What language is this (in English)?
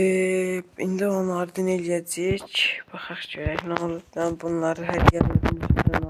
Azerbaijani